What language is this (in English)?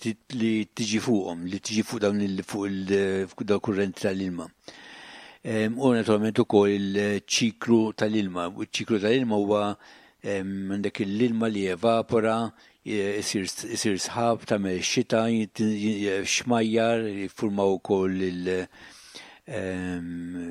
Maltese